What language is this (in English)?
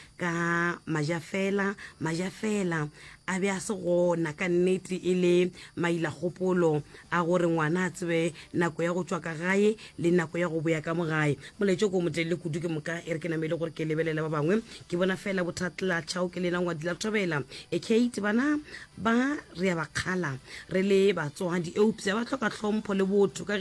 Northern Sotho